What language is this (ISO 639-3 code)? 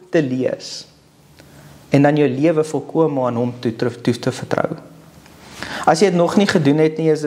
afr